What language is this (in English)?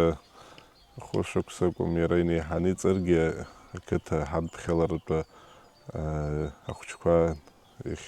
Abkhazian